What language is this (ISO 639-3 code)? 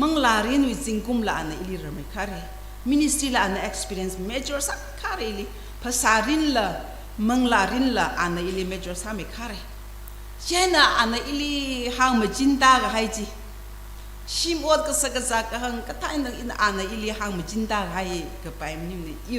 nmf